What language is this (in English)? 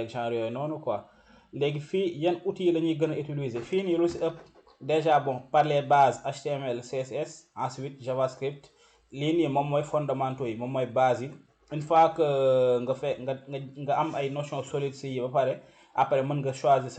Wolof